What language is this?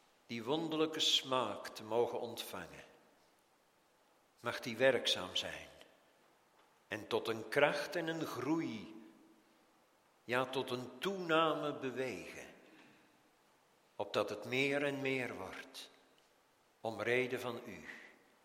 Dutch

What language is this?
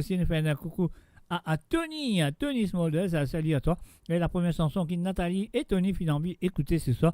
Morisyen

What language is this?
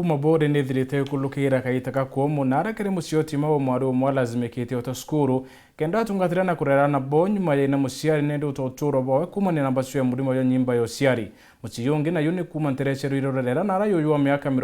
Meru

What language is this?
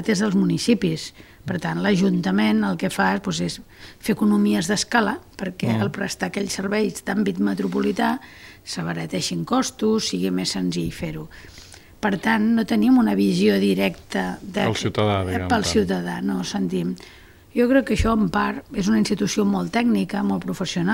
Catalan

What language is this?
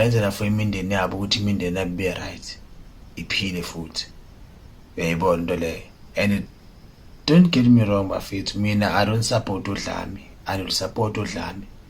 Zulu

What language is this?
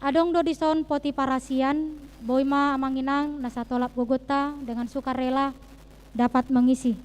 Batak Toba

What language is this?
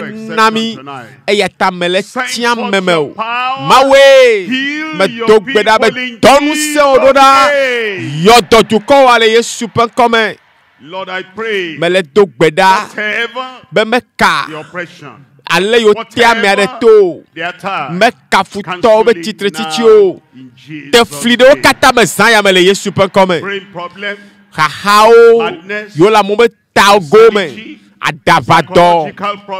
Ewe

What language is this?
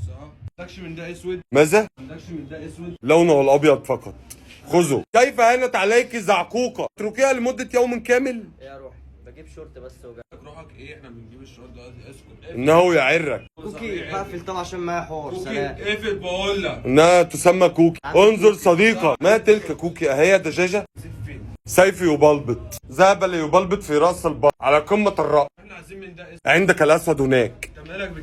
Egyptian Arabic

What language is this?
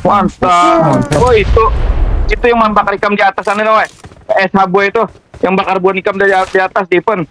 Banjar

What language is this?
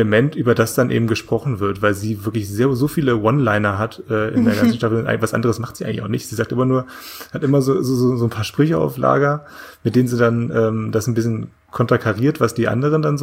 German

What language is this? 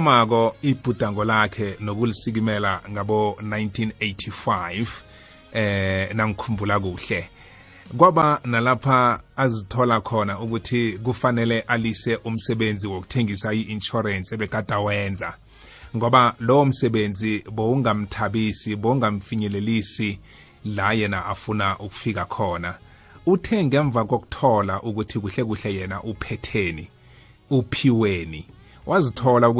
South Ndebele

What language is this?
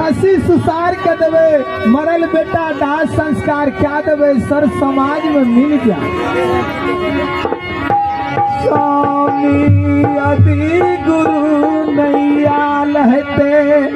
Maithili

